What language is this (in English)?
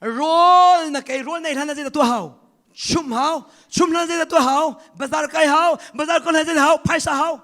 Hakha Chin